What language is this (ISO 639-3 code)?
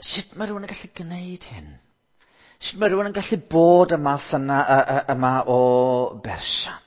cym